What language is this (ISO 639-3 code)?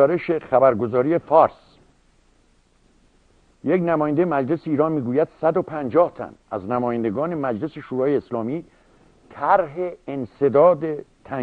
fas